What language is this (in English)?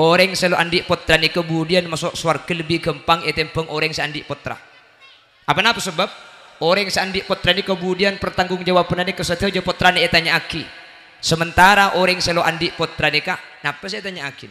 Madurese